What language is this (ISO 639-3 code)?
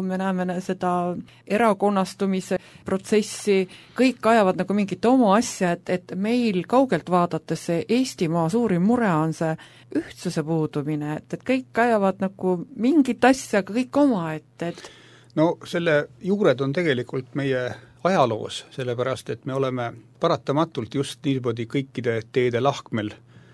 est